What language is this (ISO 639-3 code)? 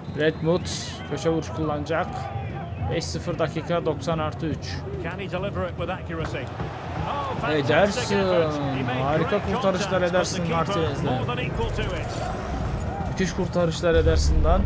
tur